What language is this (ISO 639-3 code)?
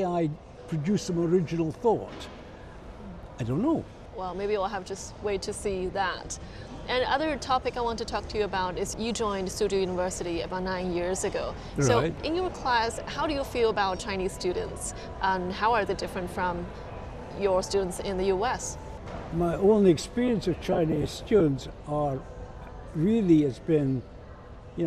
eng